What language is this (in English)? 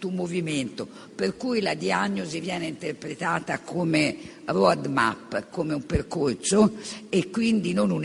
Italian